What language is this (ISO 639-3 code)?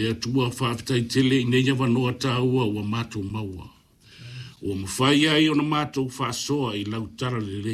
smo